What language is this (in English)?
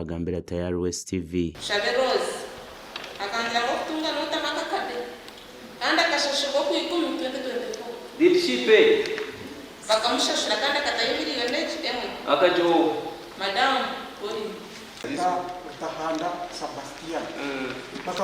Nyankole